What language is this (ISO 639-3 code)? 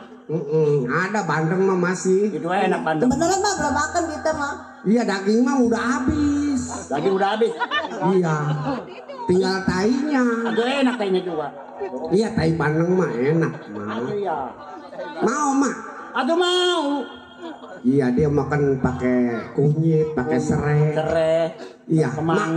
bew